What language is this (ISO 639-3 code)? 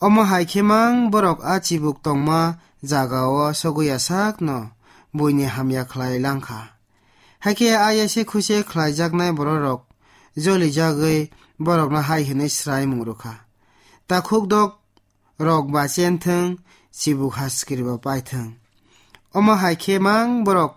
trp